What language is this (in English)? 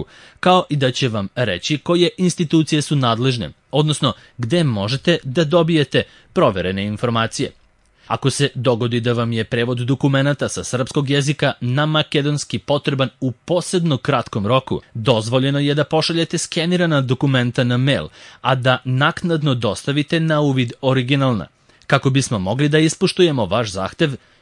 Serbian